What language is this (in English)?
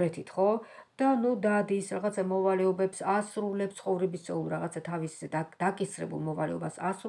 Georgian